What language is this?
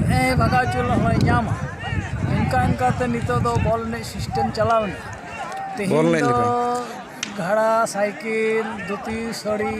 Santali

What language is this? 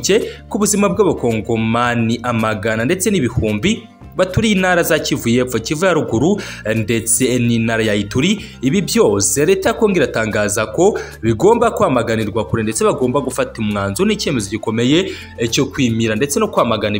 Kinyarwanda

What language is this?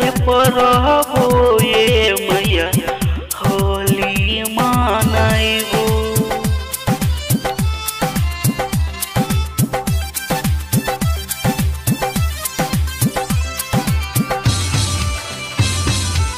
Bhojpuri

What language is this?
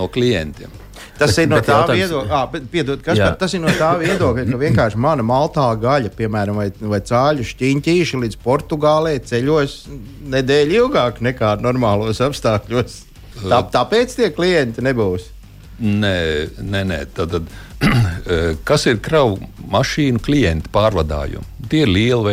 Latvian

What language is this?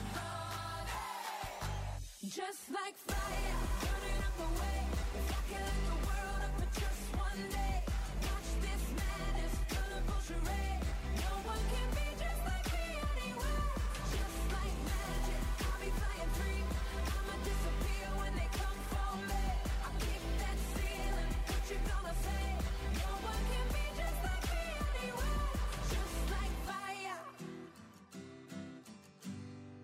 English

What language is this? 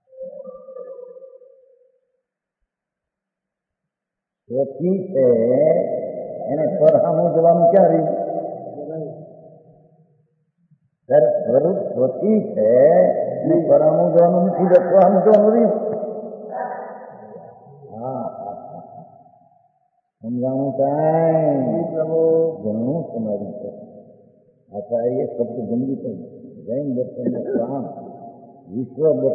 Gujarati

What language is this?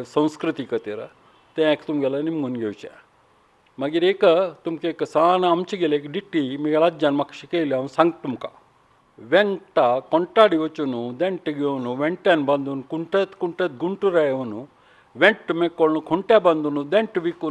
Konkani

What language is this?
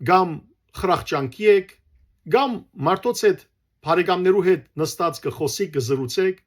Western Armenian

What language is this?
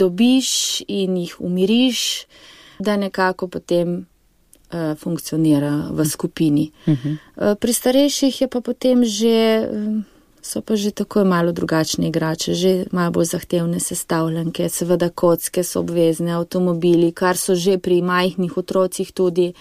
Slovenian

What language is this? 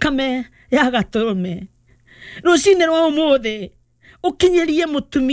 Kikuyu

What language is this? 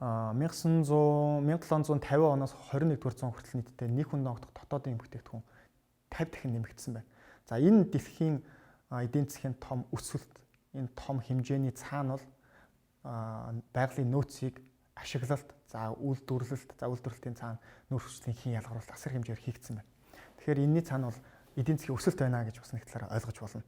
Mongolian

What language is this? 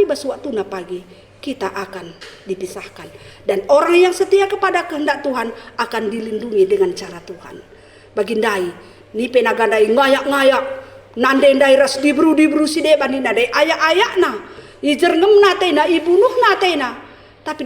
Batak Karo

